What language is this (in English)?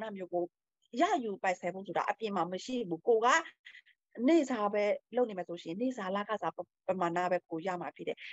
Burmese